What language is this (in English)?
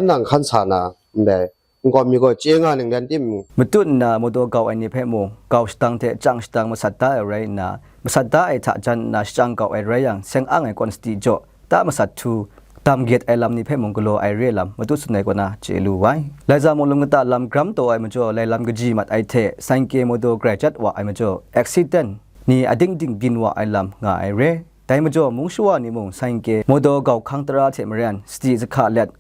Kachin